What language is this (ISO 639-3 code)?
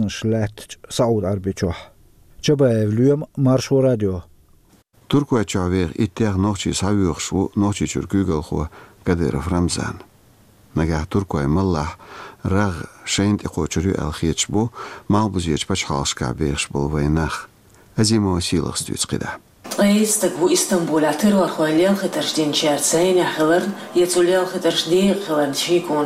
che